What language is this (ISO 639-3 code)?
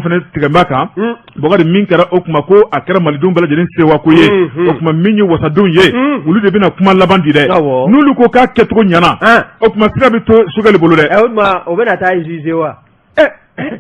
bam